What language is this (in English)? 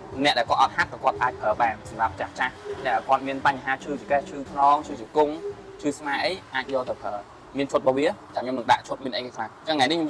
Khmer